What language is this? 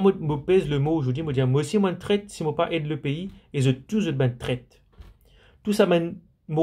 Morisyen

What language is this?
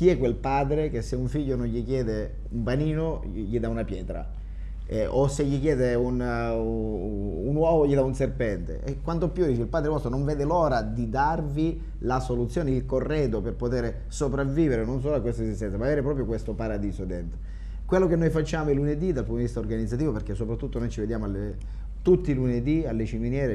Italian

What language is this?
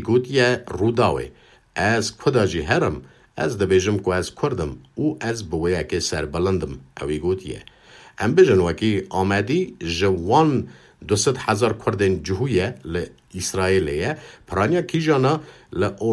Kurdish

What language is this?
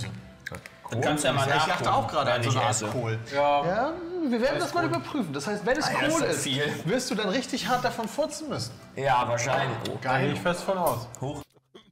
German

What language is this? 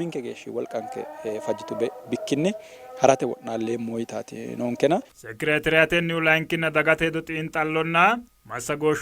Sidamo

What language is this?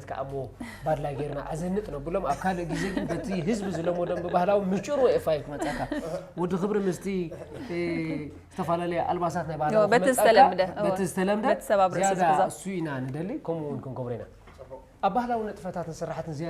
Tigrinya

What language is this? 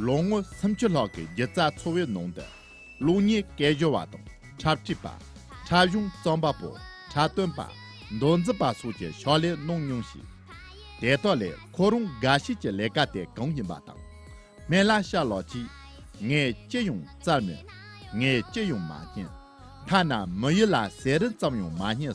Tibetan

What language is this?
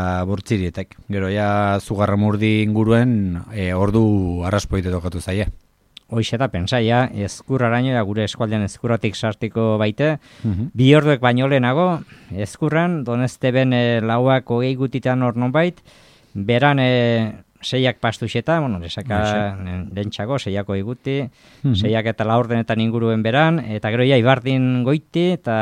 Basque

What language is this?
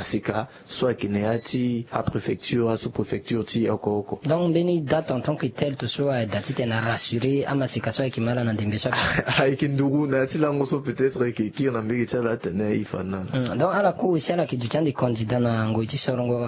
Sango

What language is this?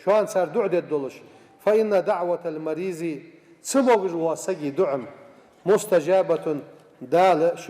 Ingush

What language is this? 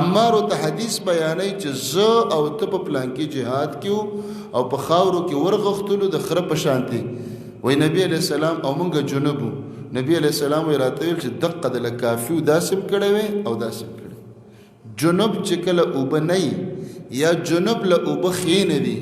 Pashto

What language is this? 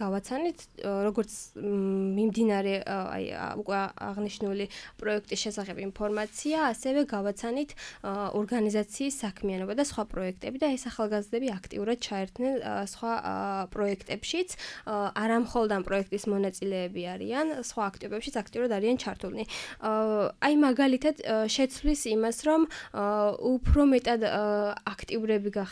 Georgian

